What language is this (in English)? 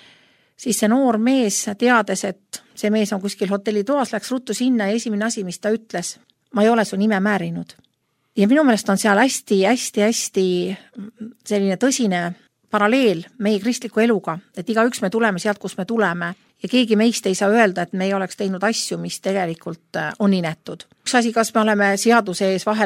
Estonian